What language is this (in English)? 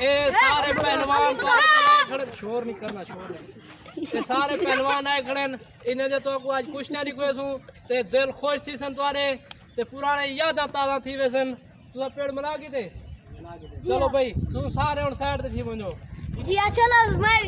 Saraiki